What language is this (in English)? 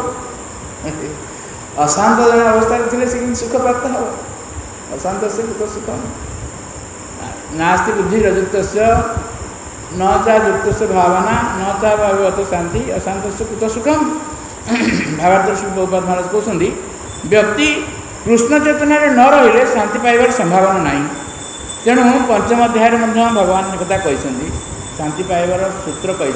Odia